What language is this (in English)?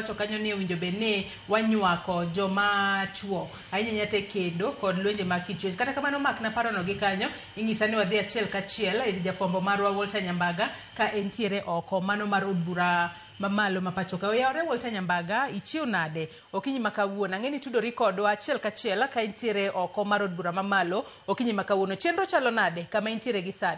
Luo (Kenya and Tanzania)